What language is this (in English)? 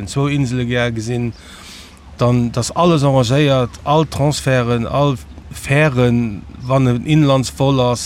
Luxembourgish